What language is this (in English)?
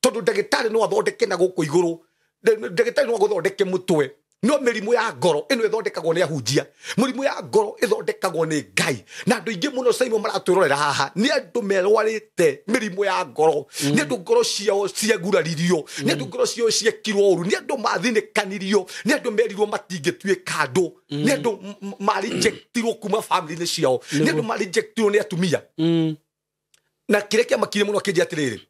Kikuyu